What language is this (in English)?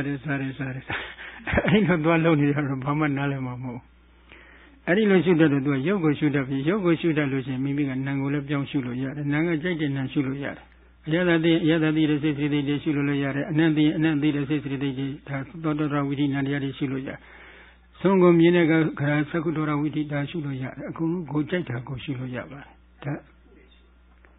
Burmese